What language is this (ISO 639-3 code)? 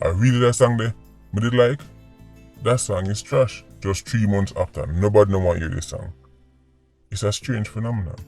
jam